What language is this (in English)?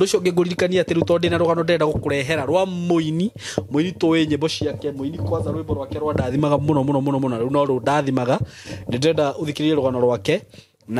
Kikuyu